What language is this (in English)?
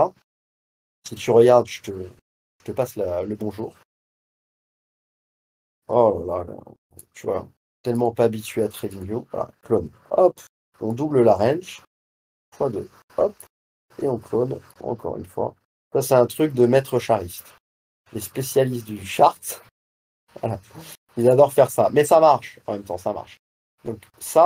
French